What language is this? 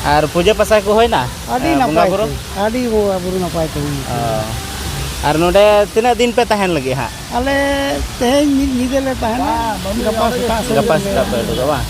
Santali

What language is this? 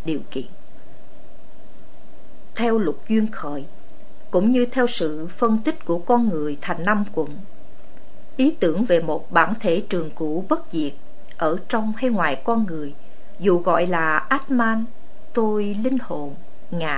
Vietnamese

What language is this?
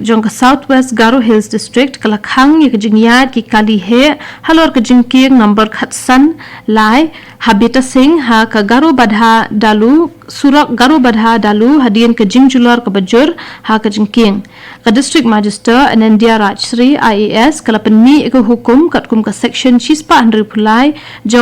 Khasi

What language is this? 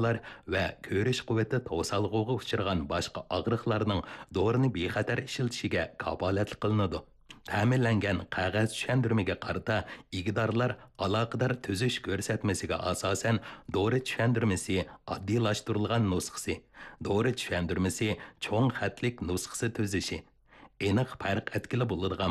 Uyghur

